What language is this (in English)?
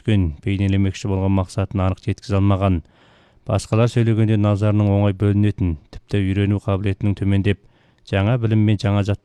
Kazakh